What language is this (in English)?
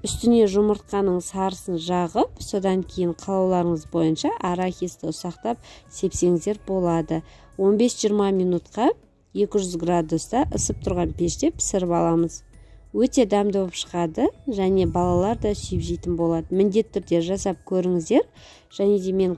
Kazakh